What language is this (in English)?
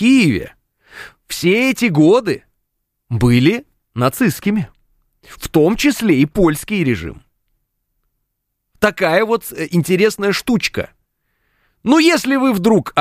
Russian